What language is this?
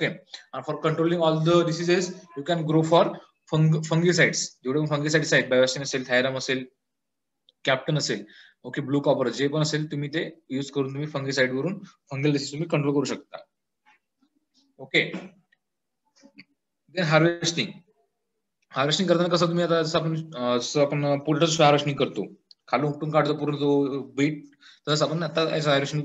Marathi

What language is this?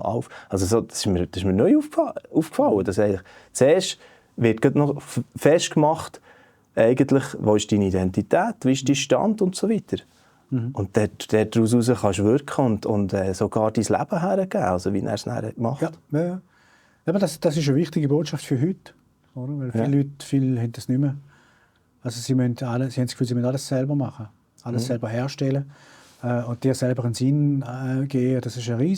Swiss German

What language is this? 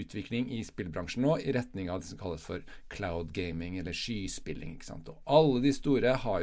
Norwegian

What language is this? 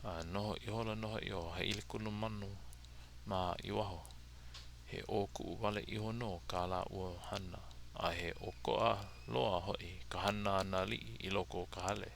Hawaiian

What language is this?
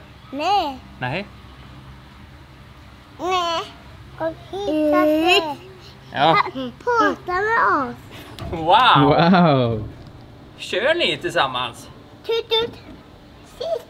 Swedish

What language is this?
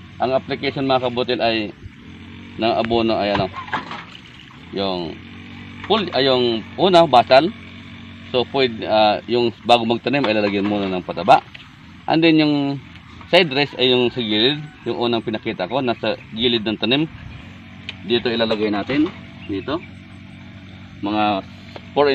Filipino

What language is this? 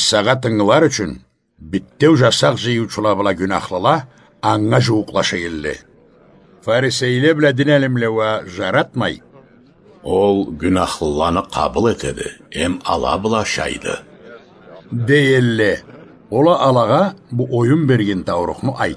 Karachay-Balkar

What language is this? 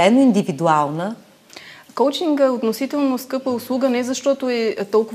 Bulgarian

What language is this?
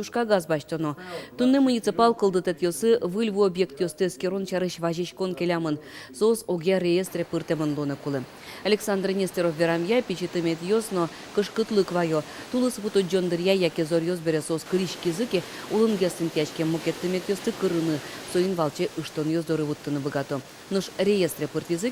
Udmurt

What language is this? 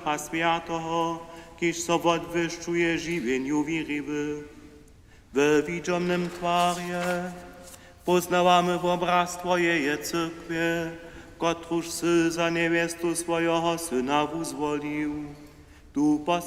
Upper Sorbian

